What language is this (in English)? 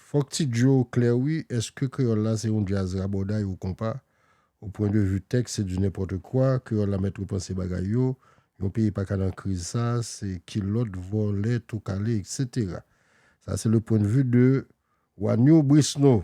Haitian Creole